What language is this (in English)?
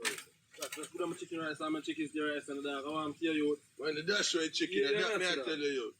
Jamaican Creole English